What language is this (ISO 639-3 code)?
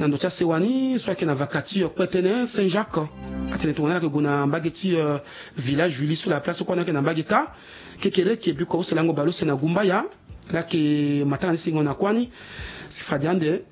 sag